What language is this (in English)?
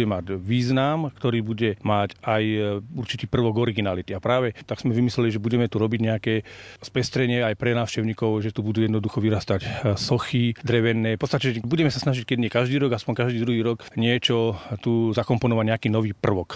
Slovak